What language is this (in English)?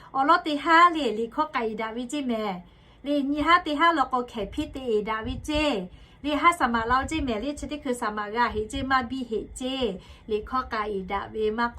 Lahu